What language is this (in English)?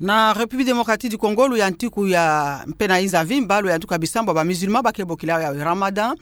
Kituba (Democratic Republic of Congo)